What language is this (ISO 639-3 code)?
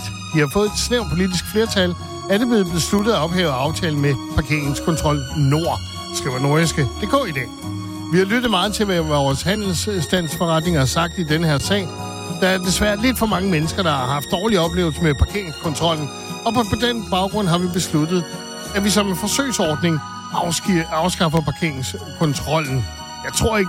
dan